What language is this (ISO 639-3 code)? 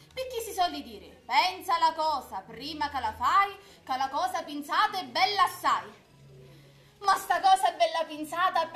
scn